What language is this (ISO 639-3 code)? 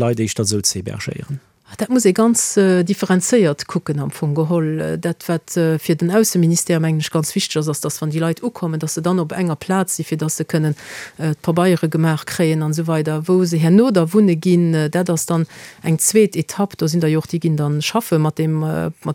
ltz